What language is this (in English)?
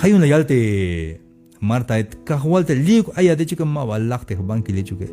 Tzeltal